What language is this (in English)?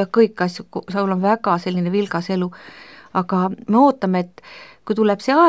Estonian